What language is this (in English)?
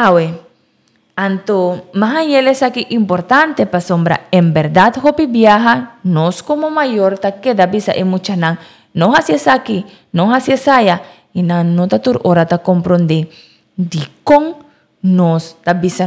Papiamento